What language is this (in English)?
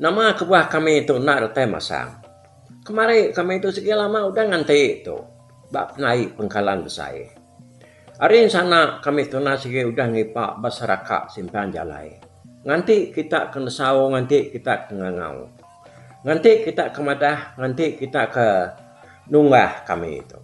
Iban